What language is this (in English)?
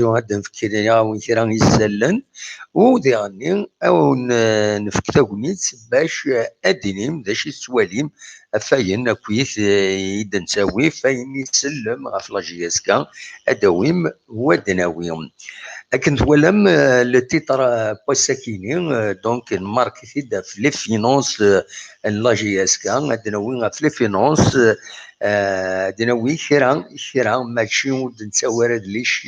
Kabyle